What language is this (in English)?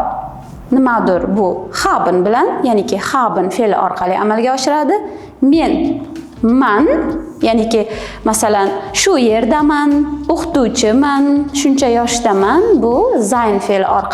Uzbek